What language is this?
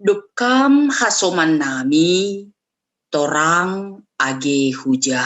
Batak Simalungun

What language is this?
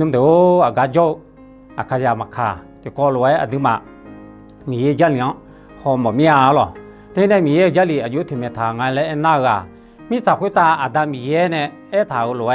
Akha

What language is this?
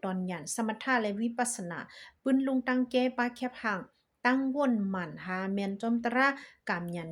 Shan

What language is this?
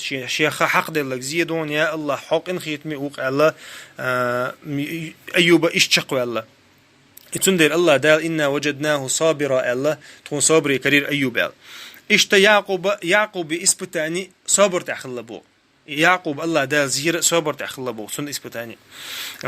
Chechen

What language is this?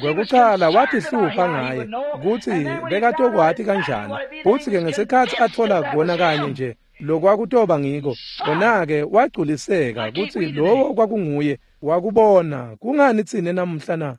Swati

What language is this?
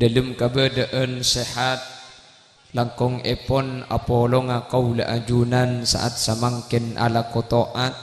Madurese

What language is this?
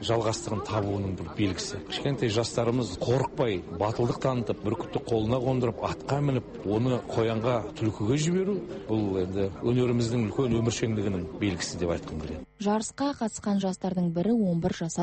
Kazakh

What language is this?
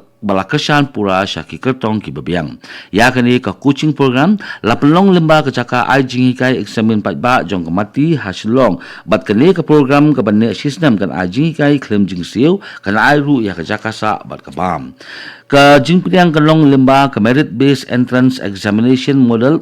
Khasi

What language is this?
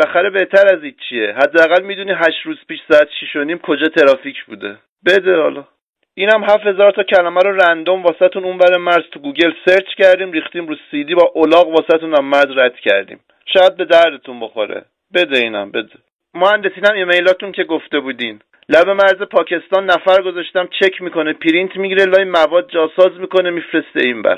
Persian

